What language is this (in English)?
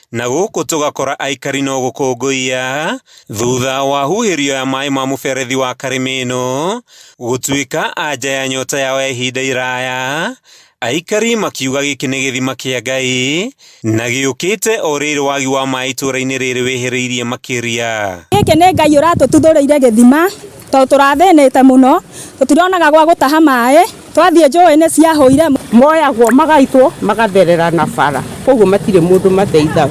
Kikuyu